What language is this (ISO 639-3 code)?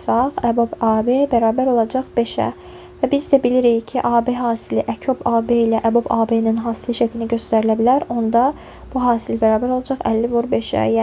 aze